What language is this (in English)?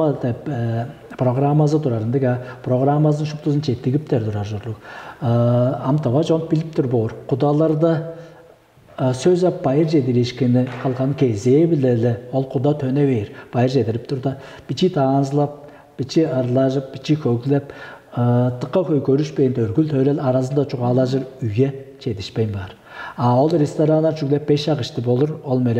Tuvinian